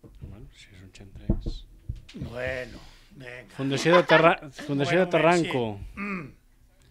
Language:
Catalan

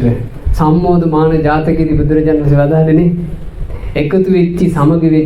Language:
Sinhala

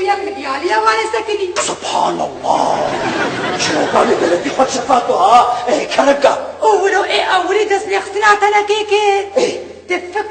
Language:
Kurdish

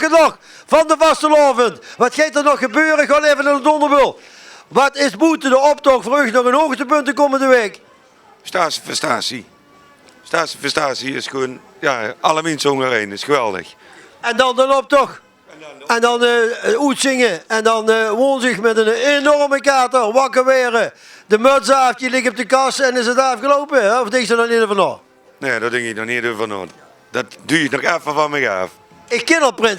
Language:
Limburgish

